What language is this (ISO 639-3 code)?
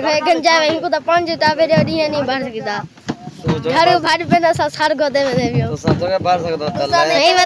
skr